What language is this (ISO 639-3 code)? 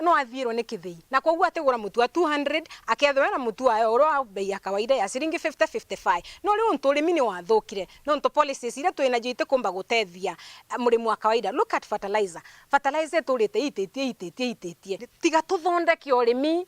mer